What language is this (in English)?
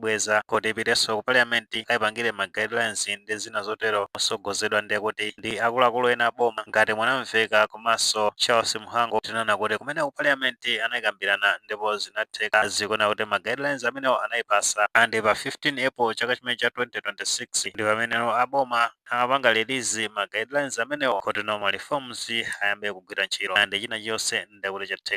Nyanja